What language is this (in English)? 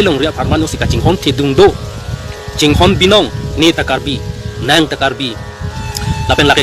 Karbi